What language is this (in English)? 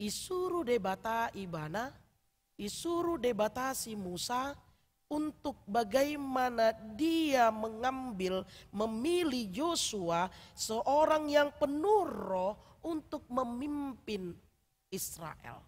Batak Toba